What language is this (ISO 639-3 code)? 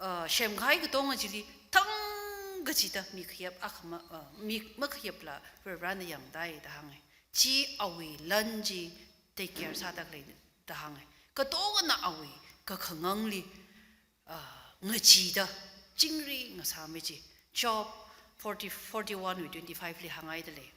nmf